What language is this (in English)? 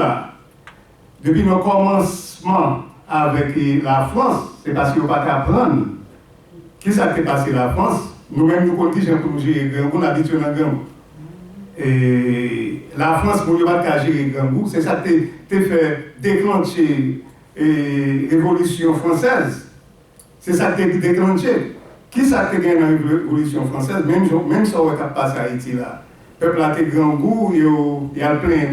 Haitian Creole